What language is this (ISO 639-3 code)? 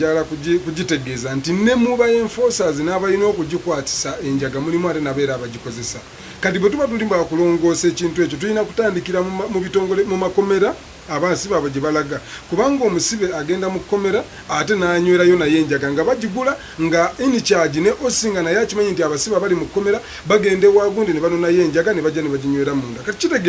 lug